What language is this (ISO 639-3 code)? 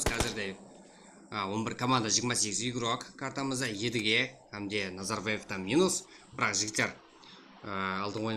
kaa